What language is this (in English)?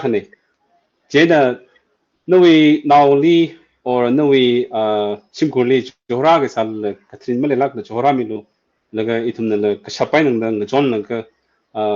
Tangkhul Naga (India)